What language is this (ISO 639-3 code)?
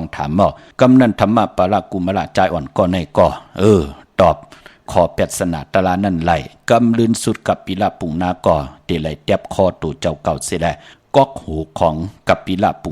shn